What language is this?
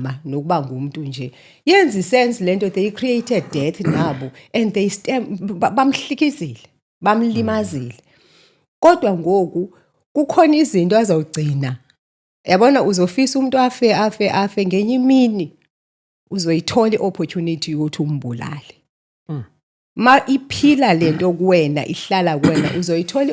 Zulu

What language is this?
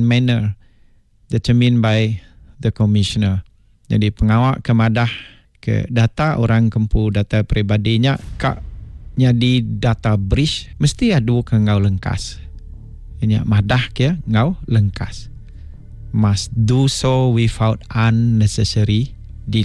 Iban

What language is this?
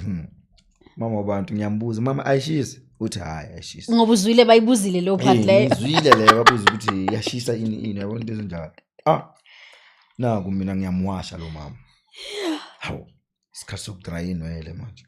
Zulu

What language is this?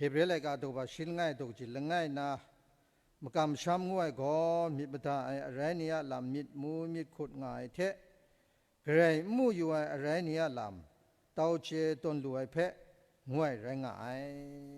Kachin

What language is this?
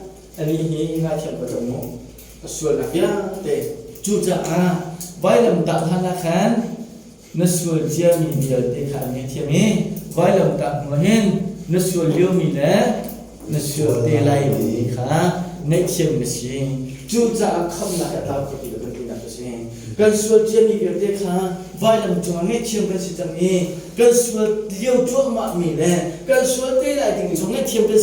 Hakha Chin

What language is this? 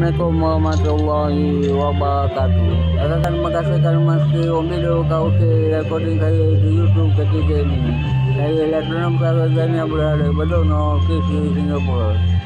Malay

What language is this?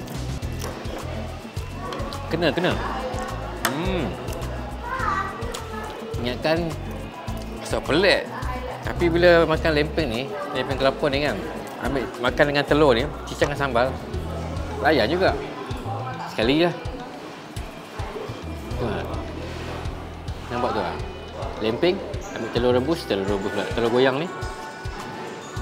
Malay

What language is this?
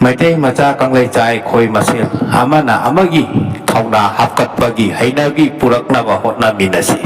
Manipuri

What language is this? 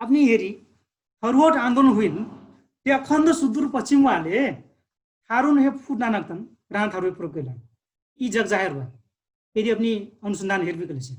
Dangaura Tharu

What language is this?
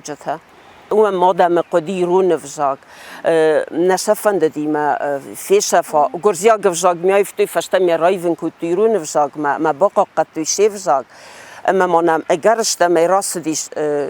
Ossetic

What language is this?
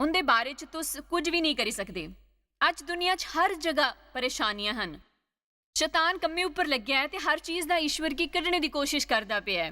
Dogri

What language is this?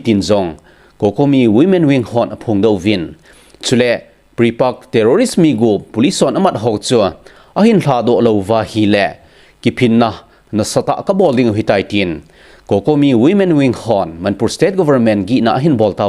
Thado Chin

